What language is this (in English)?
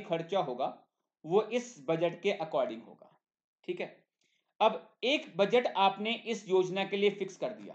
Hindi